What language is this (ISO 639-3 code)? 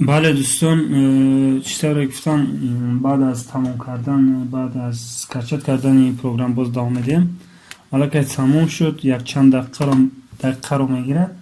tgk